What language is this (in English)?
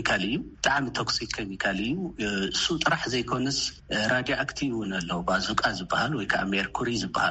Tigrinya